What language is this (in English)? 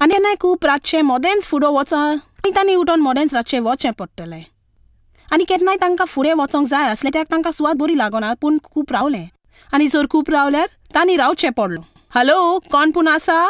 Konkani